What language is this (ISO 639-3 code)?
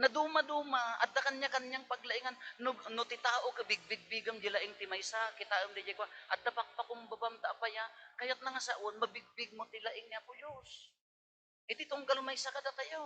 ilo